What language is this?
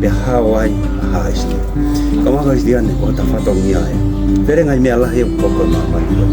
Tongan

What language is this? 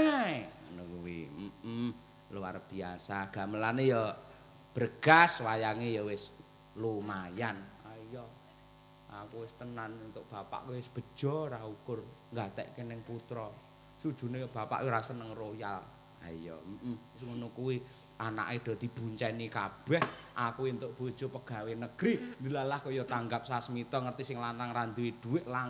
Javanese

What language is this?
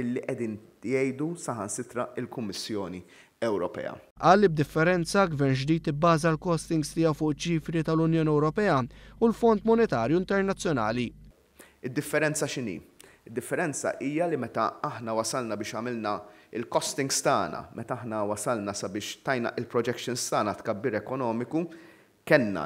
Maltese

